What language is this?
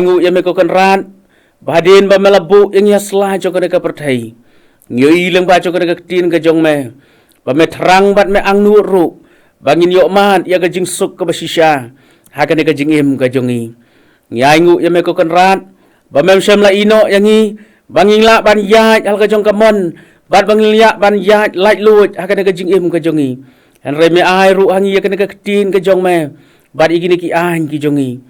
Khasi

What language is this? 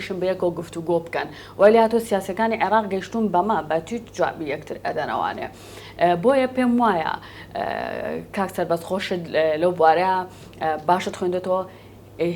Central Kurdish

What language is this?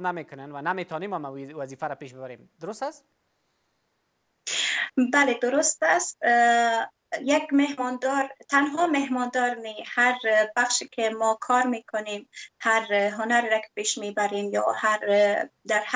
Persian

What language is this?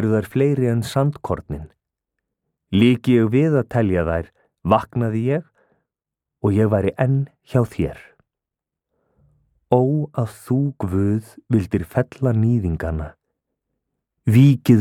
Icelandic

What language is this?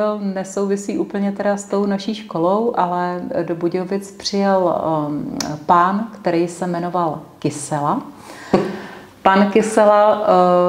Czech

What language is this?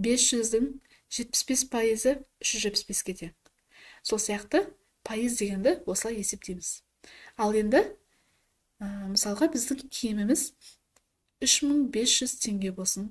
Kazakh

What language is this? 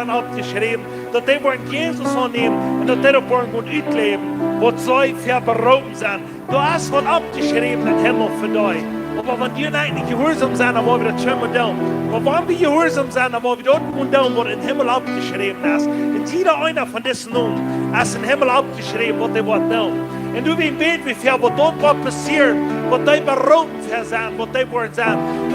Plautdietsch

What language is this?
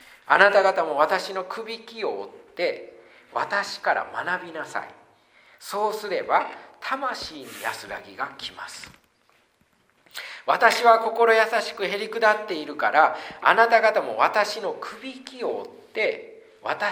Japanese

